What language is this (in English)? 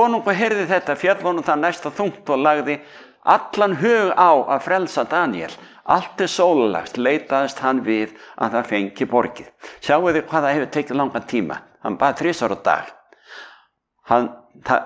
Icelandic